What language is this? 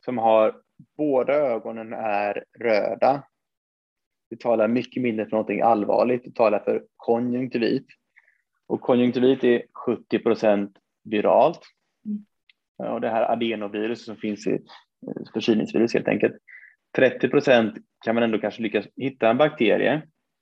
Swedish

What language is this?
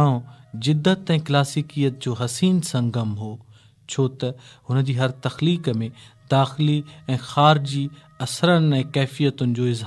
Sindhi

